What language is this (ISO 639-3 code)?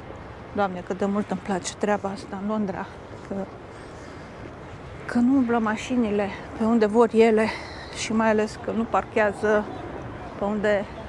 ron